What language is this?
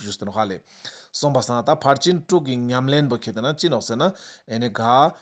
Ladakhi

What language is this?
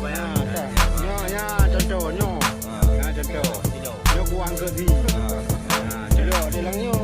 Achinese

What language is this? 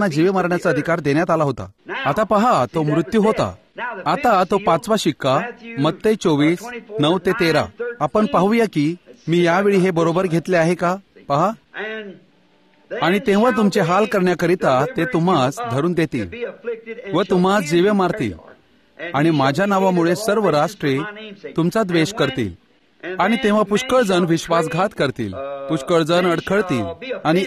Marathi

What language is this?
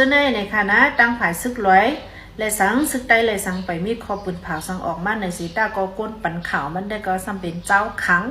Shan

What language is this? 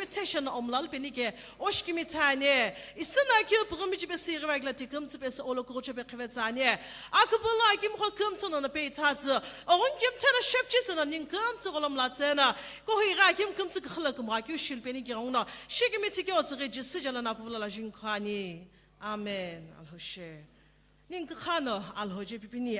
Sumi Naga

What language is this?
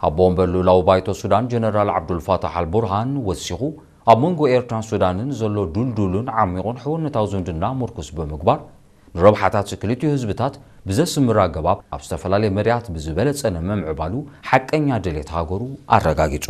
Tigrinya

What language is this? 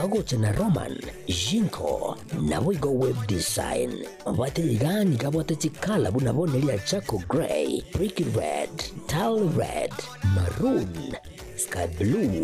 Gusii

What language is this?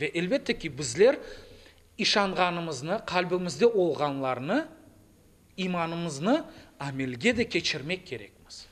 Crimean Tatar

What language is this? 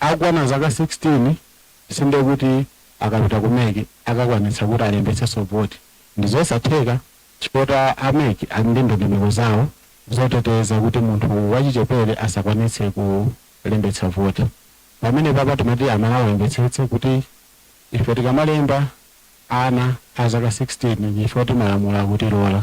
Nyanja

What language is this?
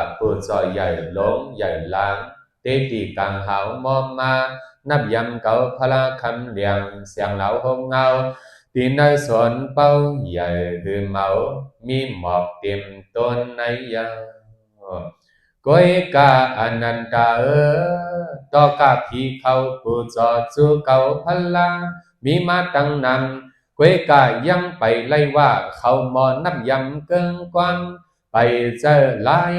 Shan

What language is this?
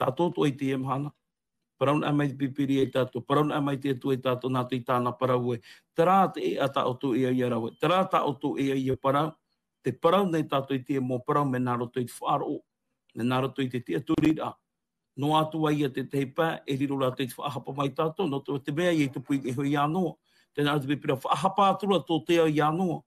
Tahitian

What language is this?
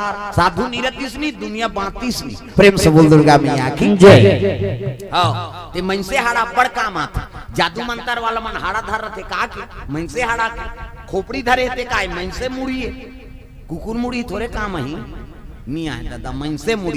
Chhattisgarhi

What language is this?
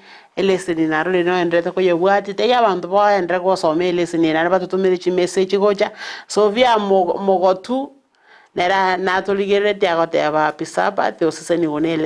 Gusii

